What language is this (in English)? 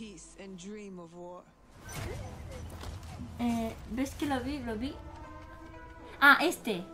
Spanish